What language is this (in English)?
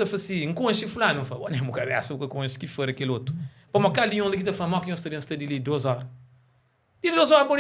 Kabuverdianu